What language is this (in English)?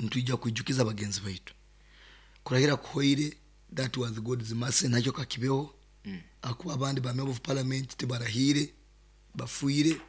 Nyoro